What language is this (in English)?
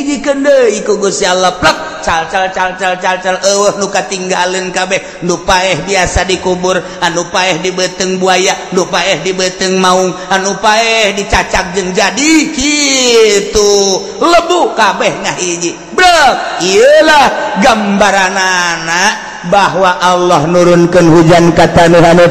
Sundanese